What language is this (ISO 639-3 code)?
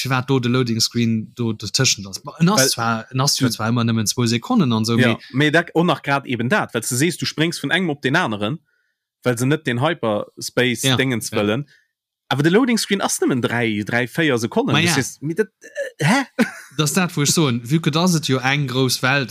ltz